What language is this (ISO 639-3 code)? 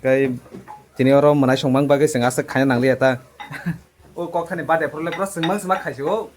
trp